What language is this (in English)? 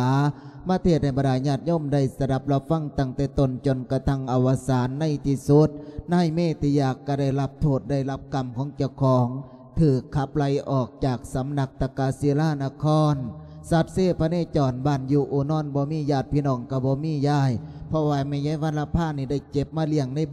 Lao